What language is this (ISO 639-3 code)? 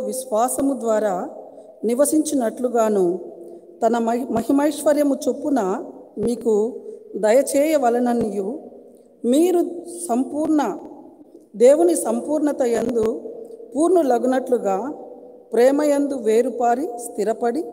tel